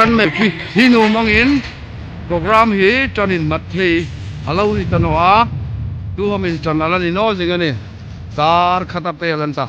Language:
Hmar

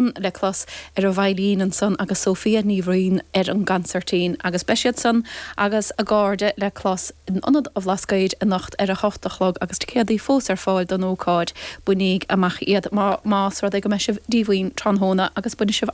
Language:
Irish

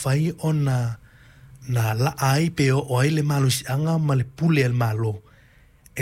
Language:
Samoan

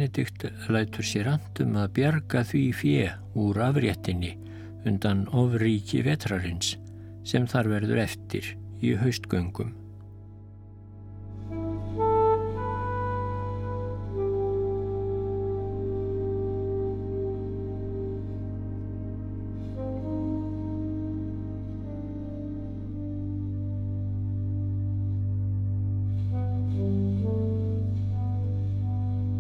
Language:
Icelandic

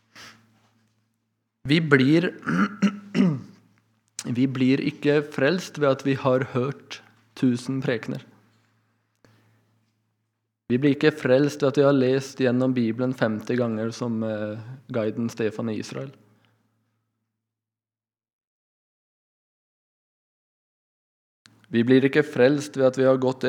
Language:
Norwegian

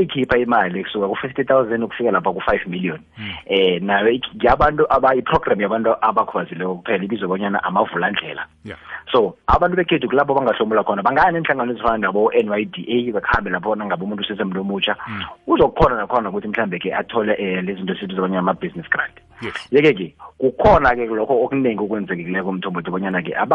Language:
South Ndebele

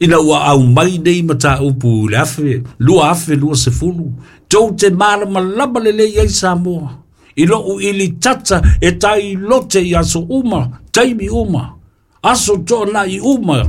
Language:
Samoan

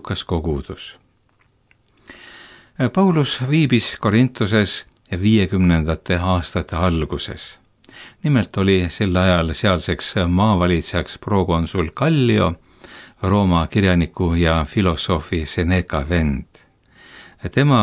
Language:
Estonian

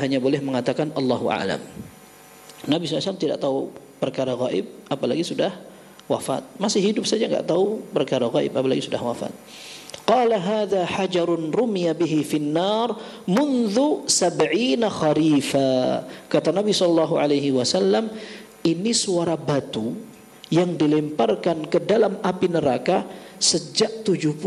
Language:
Indonesian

